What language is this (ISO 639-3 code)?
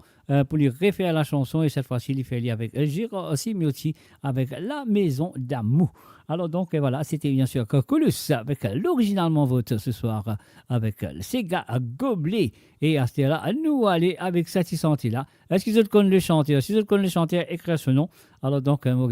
mfe